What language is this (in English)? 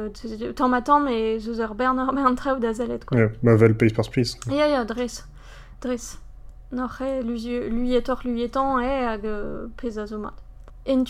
Breton